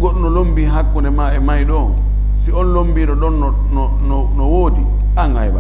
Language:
Fula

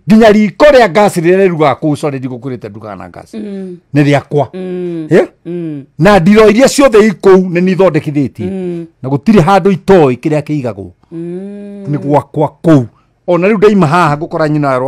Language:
Kikuyu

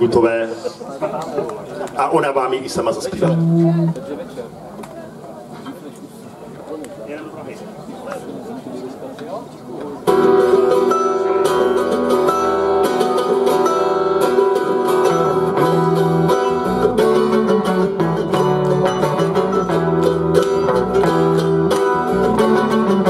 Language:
Czech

